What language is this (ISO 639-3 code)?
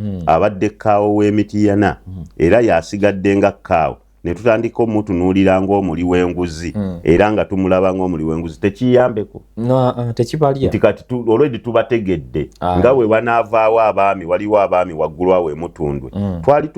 lug